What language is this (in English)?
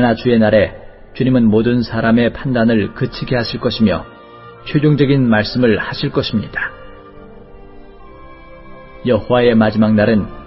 Korean